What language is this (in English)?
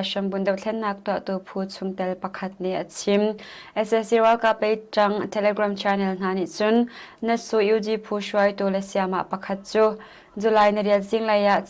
Hakha Chin